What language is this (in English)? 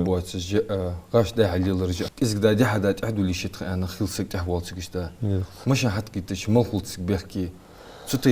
Ingush